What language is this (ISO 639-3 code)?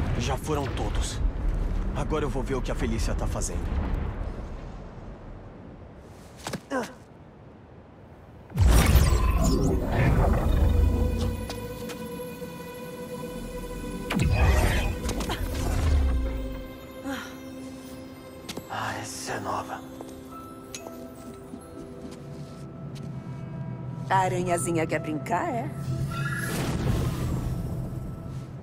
por